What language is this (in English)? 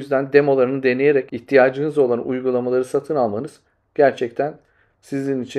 Turkish